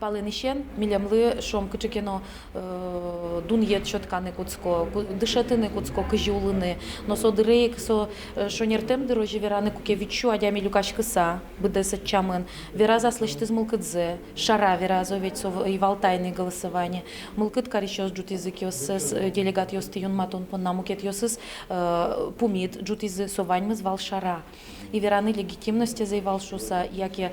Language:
Udmurt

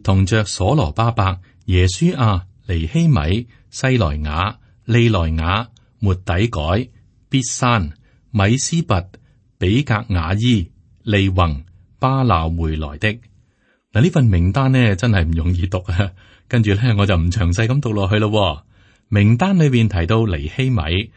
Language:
Cantonese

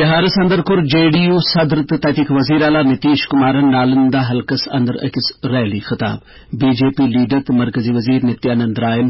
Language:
Kashmiri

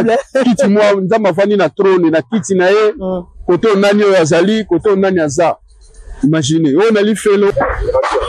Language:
Lingala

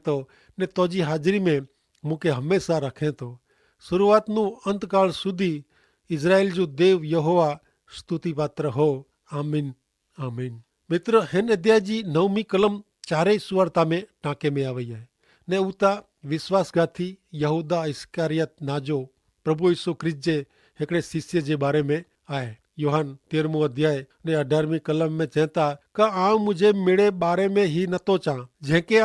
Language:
Kachhi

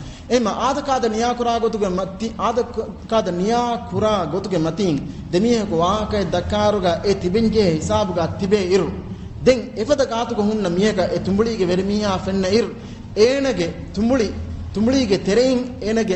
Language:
Divehi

